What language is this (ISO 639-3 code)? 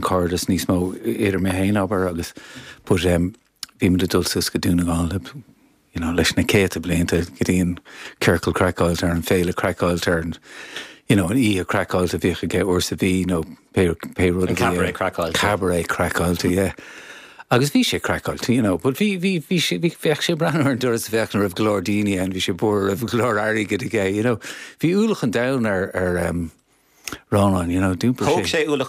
gle